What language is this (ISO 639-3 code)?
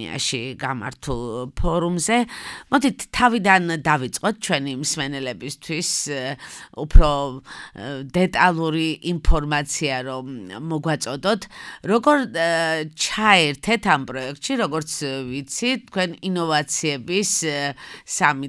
kat